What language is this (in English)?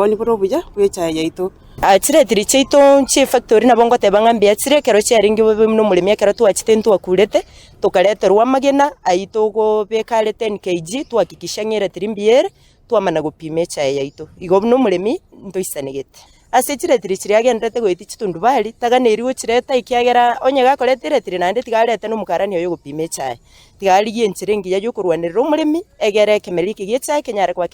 Gusii